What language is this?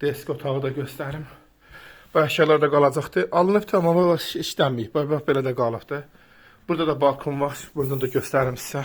Azerbaijani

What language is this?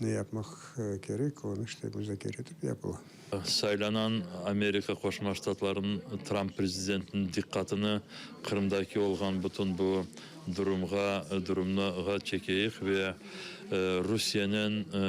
Crimean Tatar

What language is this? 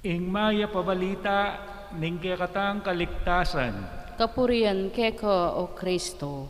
Pampanga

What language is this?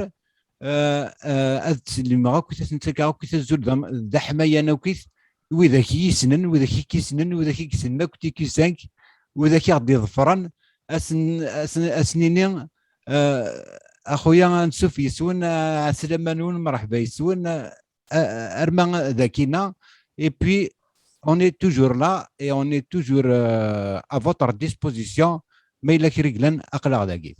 Kabyle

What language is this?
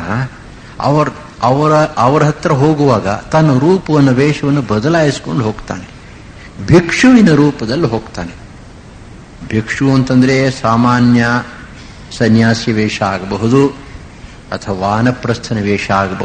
Kannada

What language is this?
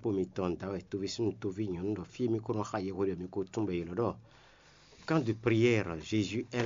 Fon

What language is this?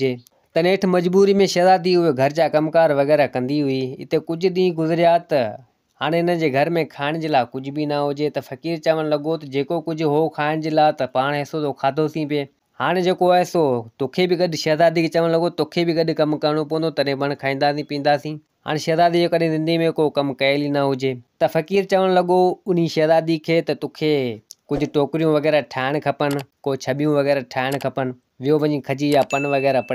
Sindhi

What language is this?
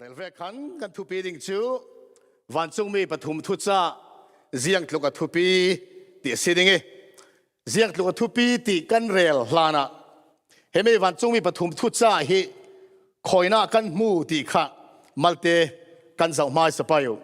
Falam Chin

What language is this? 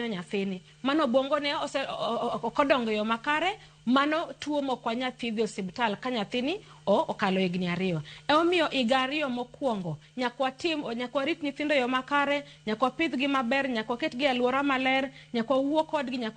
Luo (Kenya and Tanzania)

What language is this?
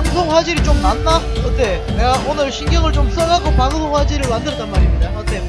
Korean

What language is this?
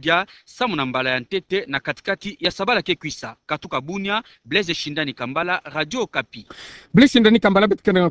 Kituba (Democratic Republic of Congo)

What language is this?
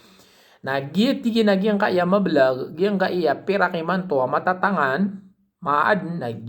Maranao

